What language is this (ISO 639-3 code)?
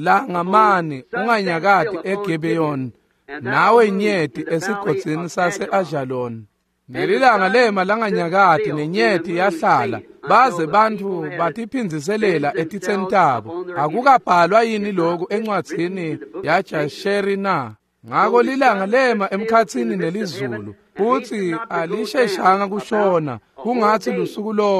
ssw